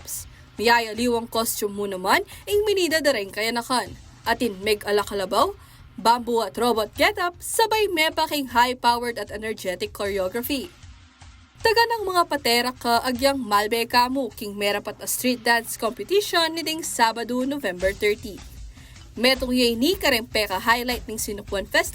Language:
Pampanga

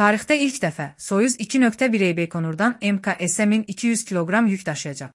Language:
Azerbaijani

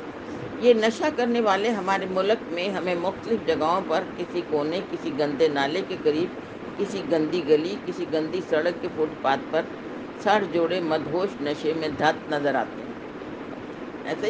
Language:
Urdu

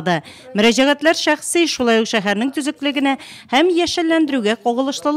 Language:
Tatar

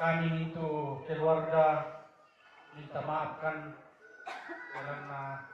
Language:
Toraja-Sa'dan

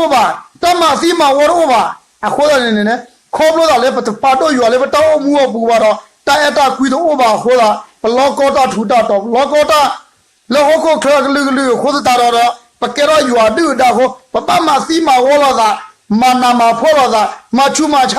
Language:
S'gaw Karen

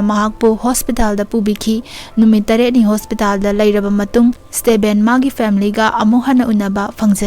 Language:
Manipuri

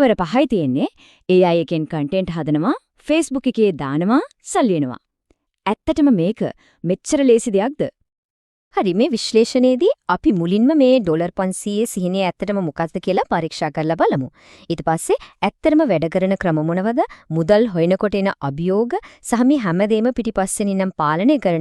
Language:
Sinhala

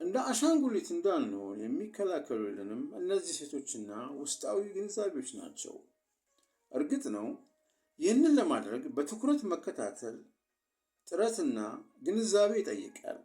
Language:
Amharic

